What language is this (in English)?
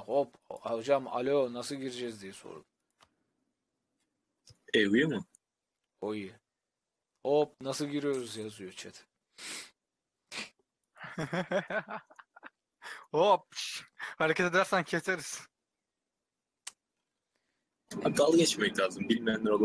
Turkish